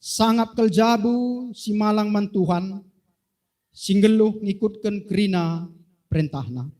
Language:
Batak Karo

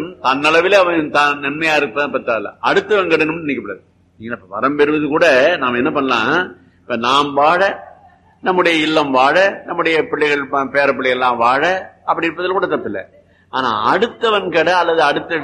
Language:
Tamil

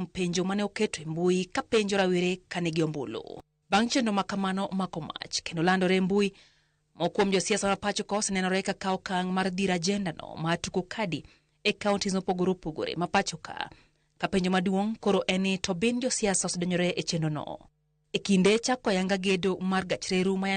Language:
Luo (Kenya and Tanzania)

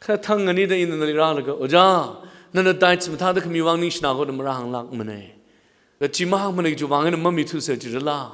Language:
Tangkhul Naga (India)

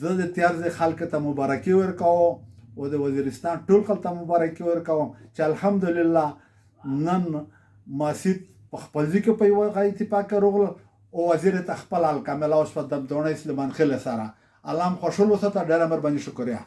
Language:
Pashto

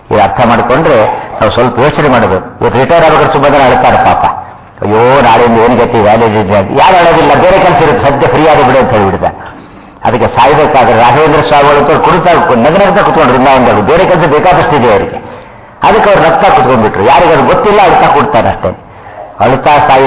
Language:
Kannada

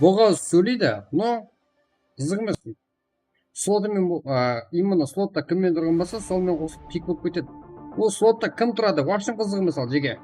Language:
Kara-Kalpak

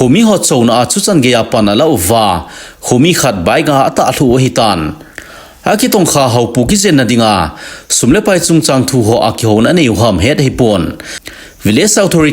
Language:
Thado Chin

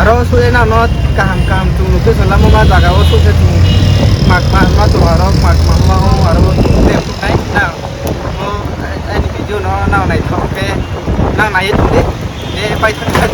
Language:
Riang (India)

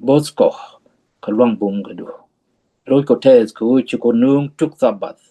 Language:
Nuer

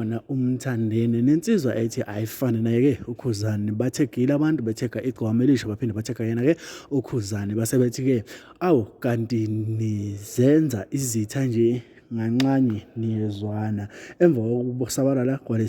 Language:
Zulu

